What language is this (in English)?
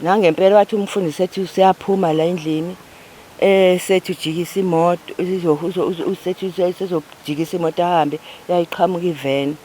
Zulu